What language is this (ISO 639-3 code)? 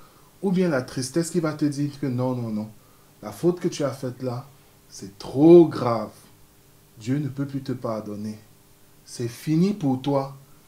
fra